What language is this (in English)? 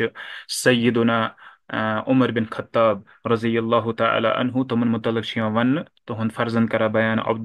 Kashmiri